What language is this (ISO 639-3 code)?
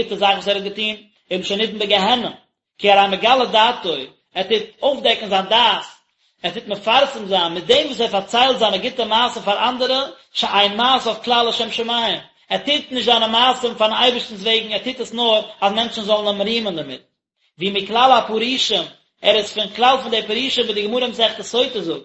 yid